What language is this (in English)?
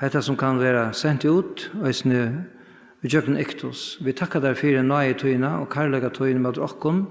Faroese